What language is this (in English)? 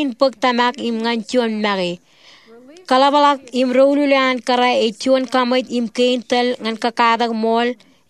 Marshallese